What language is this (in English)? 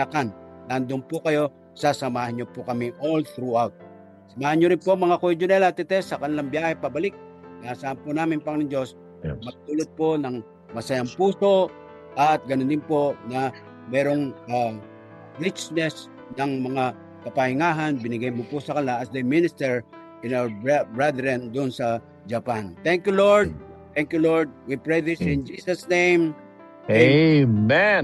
Filipino